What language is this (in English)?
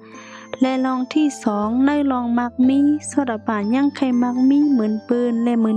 Shan